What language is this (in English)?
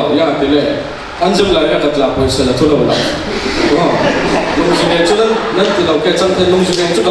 Falam Chin